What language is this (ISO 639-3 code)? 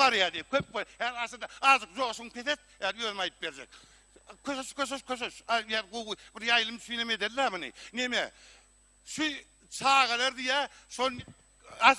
tuk